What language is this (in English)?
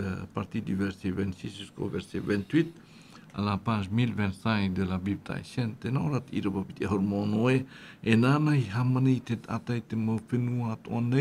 Tahitian